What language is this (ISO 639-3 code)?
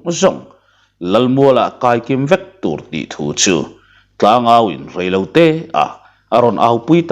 lus